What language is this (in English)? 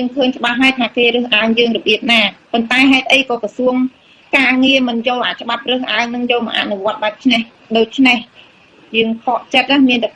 Khmer